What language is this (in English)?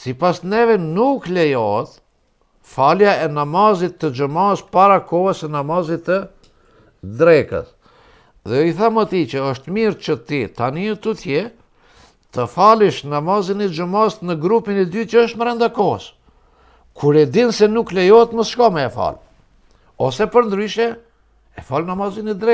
Albanian